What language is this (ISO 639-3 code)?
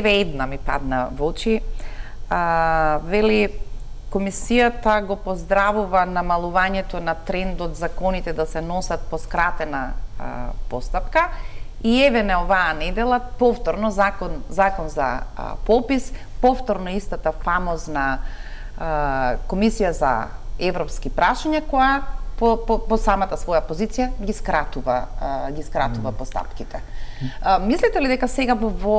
mkd